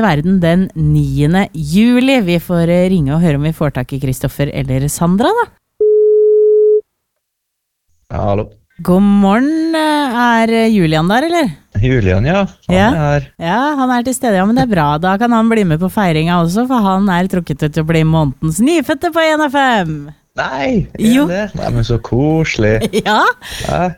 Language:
Norwegian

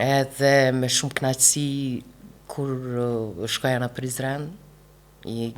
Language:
Albanian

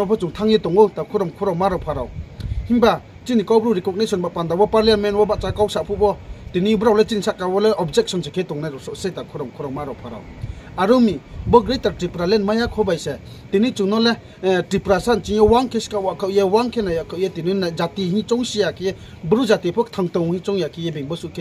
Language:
Riang (India)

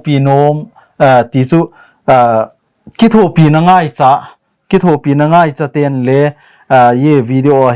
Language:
Thado Chin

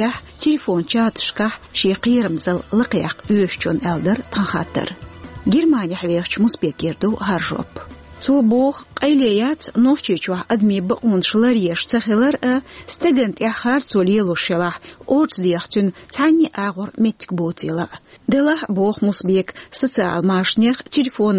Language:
Chechen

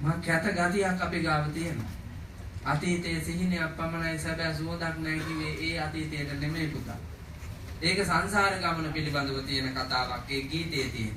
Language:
Sinhala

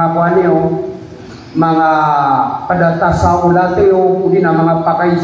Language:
Maranao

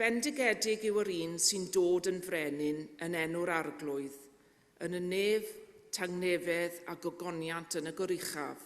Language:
Welsh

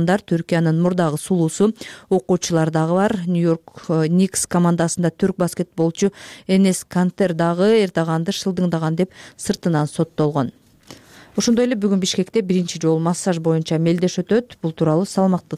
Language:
Kyrgyz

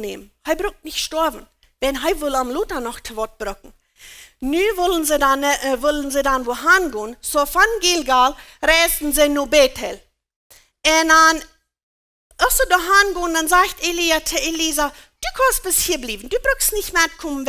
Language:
Plautdietsch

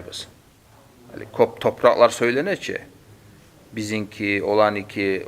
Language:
Kumyk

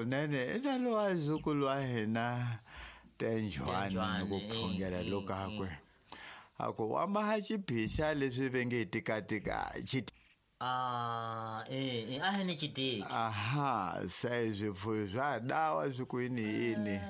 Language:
Tsonga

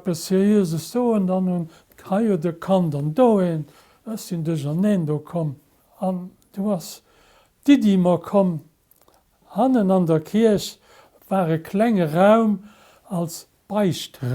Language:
Luxembourgish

